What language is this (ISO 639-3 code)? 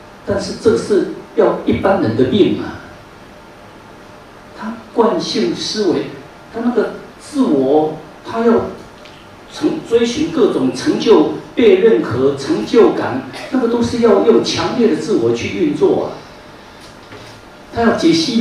zho